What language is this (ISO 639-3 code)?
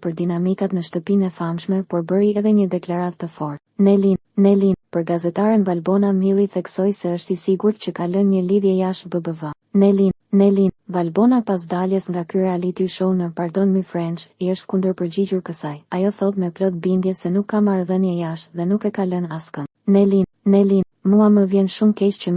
sqi